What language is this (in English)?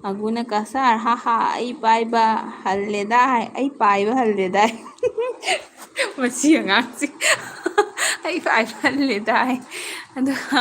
Manipuri